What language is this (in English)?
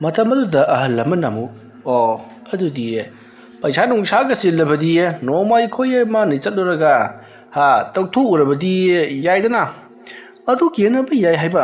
Manipuri